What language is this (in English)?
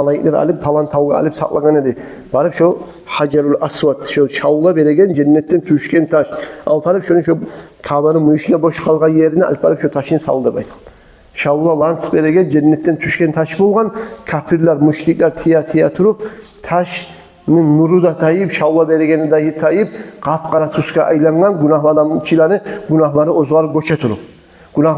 Kumyk